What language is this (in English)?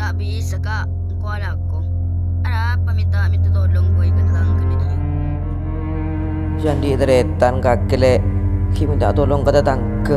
Madurese